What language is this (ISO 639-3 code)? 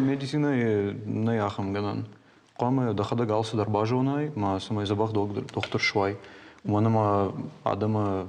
oss